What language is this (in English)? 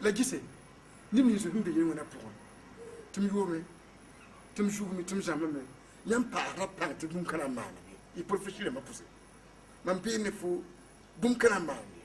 Mossi